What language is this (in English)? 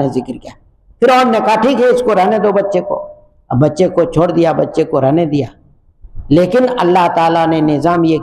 Urdu